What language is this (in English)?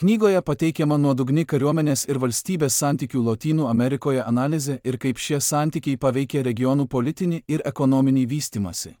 Lithuanian